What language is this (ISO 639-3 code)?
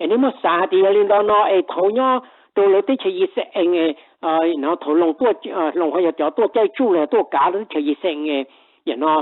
hmn